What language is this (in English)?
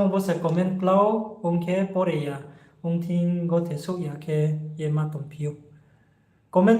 Riang (India)